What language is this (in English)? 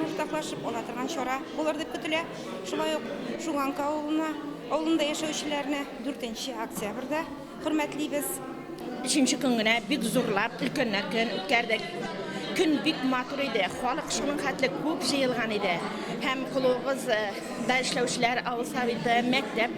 Tatar